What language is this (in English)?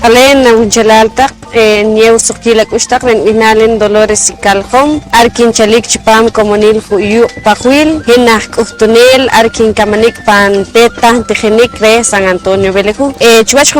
Poqomchi'